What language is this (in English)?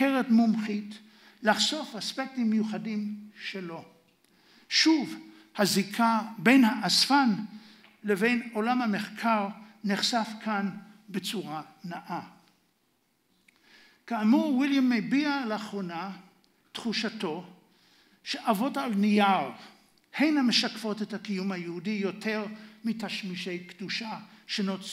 Hebrew